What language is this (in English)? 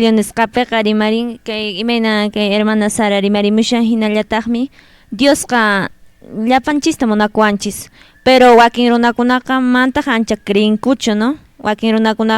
Quechua